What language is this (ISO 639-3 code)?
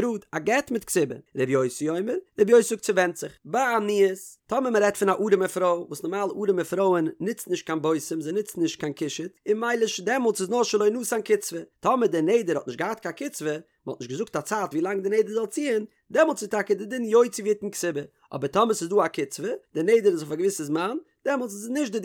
yid